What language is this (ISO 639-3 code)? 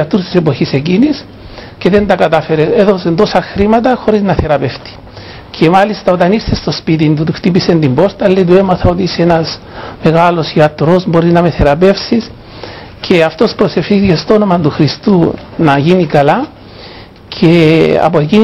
ell